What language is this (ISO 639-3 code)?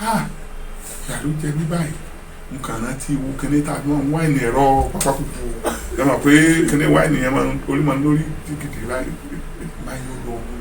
yor